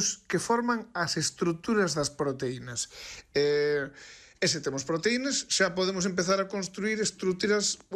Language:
Galician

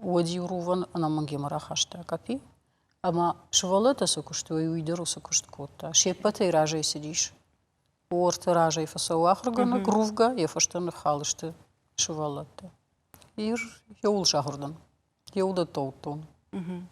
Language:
Ossetic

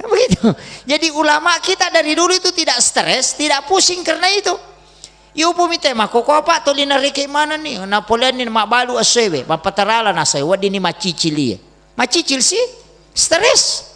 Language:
Buginese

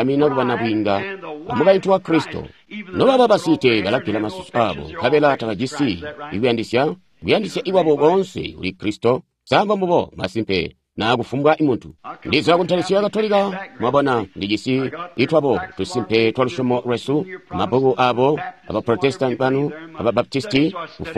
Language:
Tonga (Zambia)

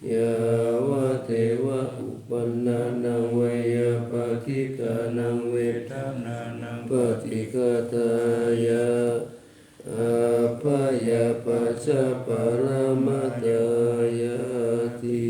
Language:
Pali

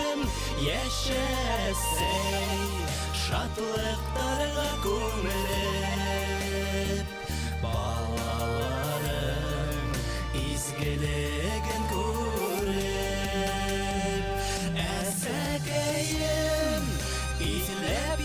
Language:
Bashkir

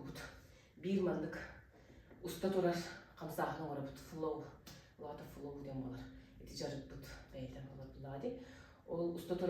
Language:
Yakut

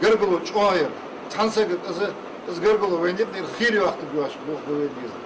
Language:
Ingush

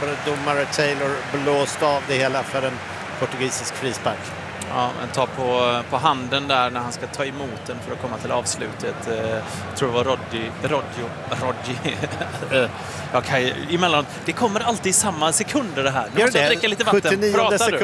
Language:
Swedish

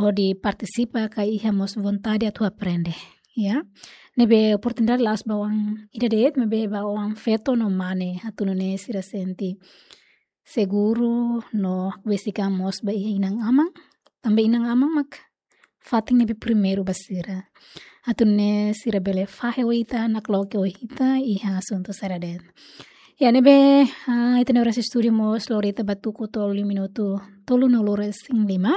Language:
Tetum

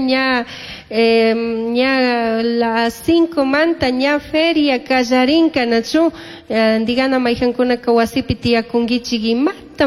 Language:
Chimborazo Highland Quichua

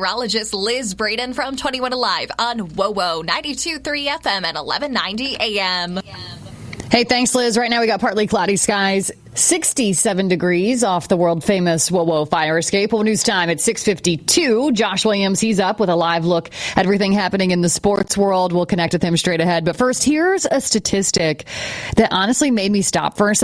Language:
English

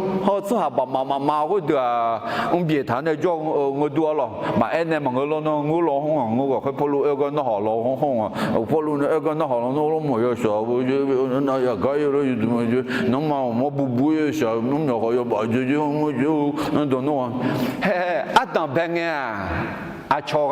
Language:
Akha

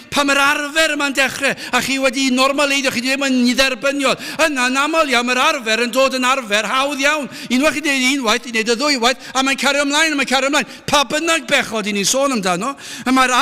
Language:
Welsh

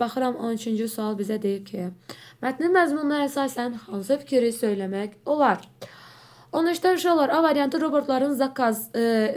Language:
Azerbaijani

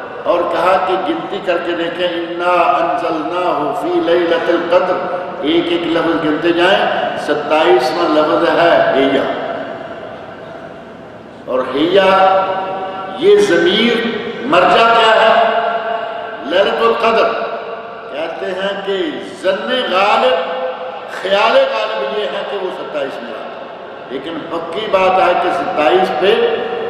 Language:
Urdu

